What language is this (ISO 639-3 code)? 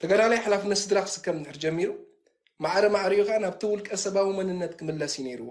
tir